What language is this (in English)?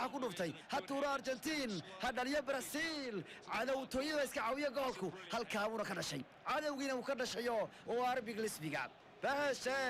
Somali